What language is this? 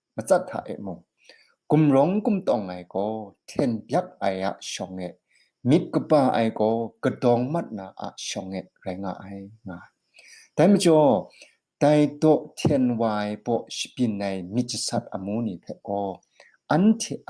Kachin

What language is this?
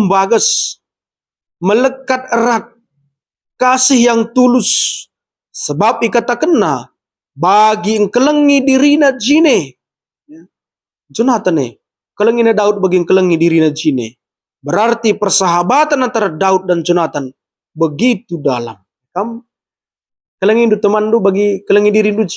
Batak Karo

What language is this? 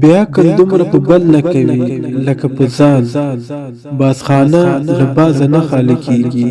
Pashto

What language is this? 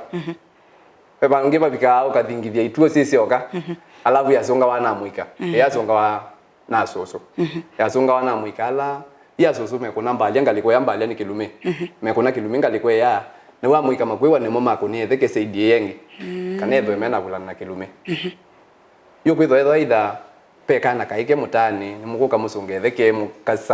Kamba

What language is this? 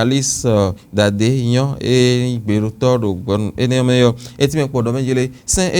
Fon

